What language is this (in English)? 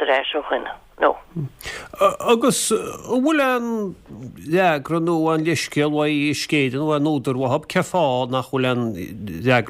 Irish